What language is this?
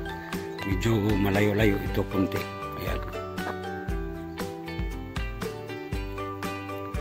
Filipino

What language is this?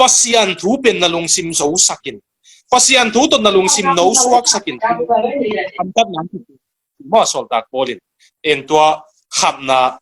Tedim Chin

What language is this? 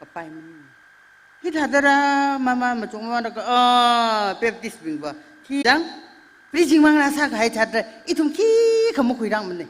Tangkhul Naga (India)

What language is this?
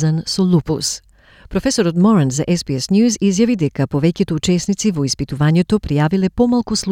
Macedonian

